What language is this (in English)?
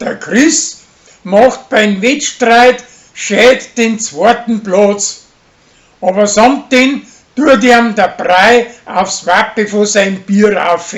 Bavarian